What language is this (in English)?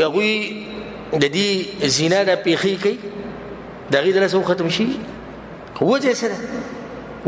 Pashto